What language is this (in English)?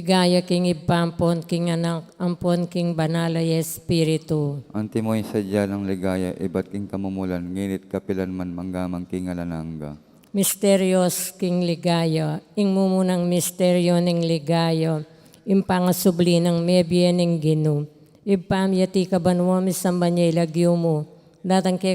Pampanga